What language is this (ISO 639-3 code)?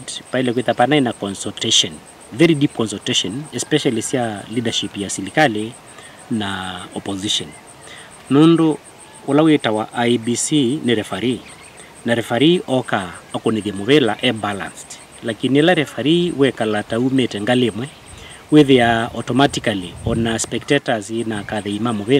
kam